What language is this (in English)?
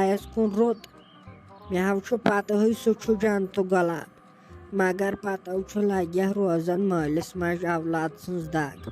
Kashmiri